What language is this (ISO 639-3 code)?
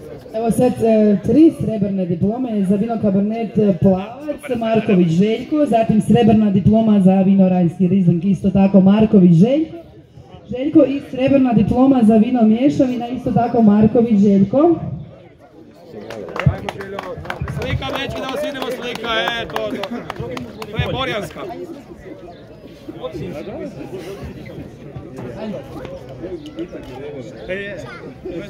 hrv